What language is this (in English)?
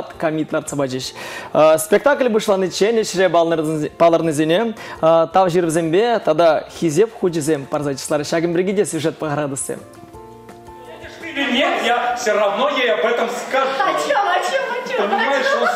Chuvash